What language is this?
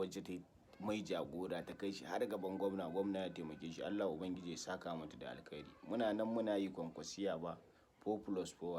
Hausa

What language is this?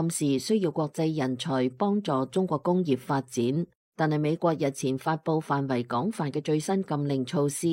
Cantonese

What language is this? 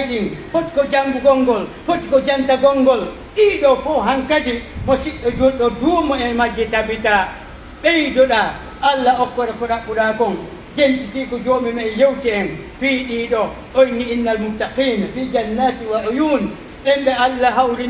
Pular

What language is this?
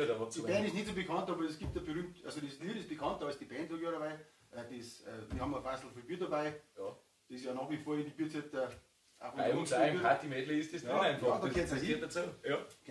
Bavarian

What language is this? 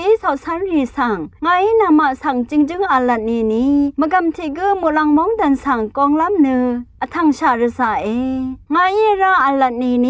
Rawang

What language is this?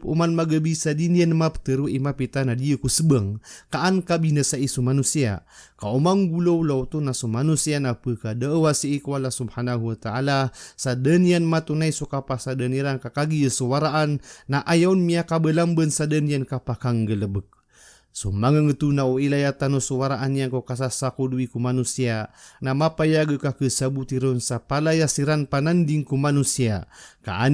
Maranao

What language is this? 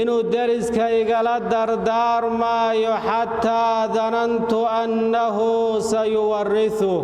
Somali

